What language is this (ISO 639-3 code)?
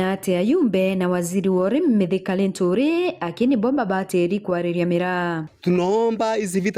mer